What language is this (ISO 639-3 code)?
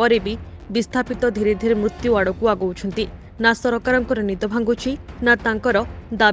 ori